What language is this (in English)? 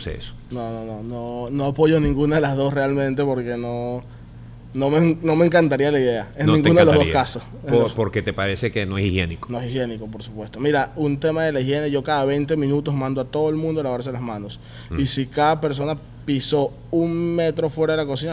Spanish